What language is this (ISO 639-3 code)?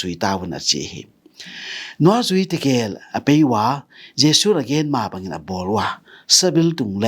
ctd